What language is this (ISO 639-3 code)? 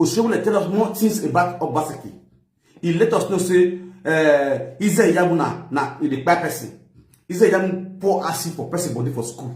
pcm